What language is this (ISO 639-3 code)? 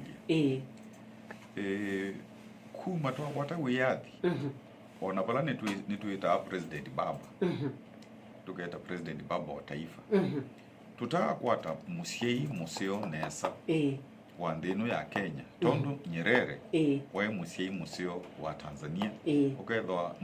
kam